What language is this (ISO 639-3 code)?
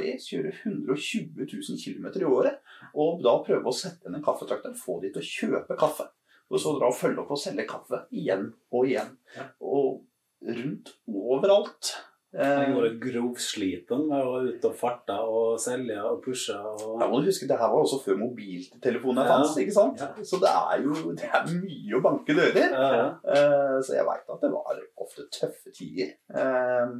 nor